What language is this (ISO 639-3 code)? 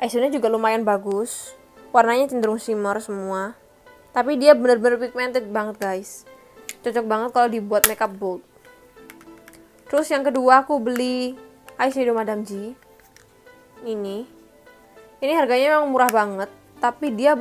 ind